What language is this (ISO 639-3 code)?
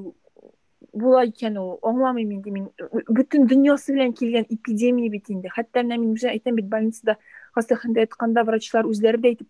tat